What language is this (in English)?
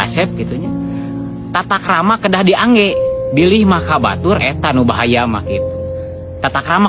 Sundanese